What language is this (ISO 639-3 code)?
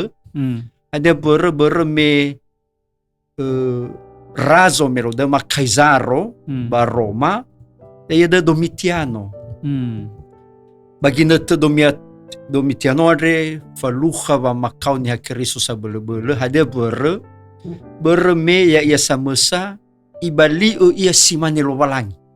nia